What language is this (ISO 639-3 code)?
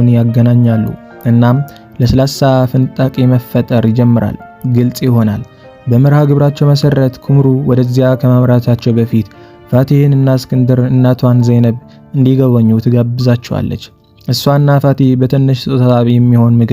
amh